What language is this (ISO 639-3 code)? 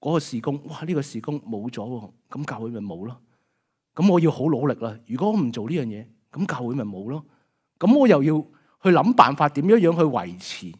yue